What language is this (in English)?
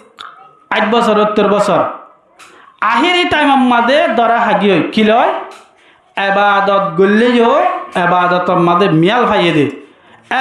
Rohingya